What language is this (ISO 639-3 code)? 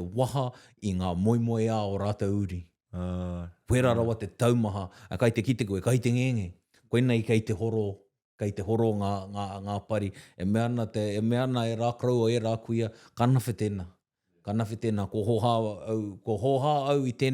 mri